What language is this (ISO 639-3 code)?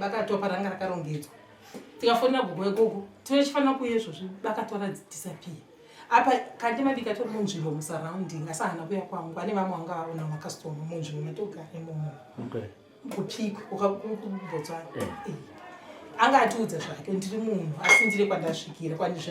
sna